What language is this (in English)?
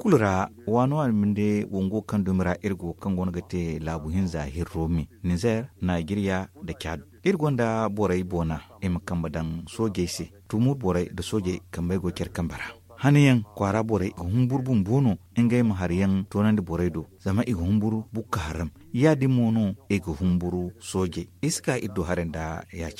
Zarma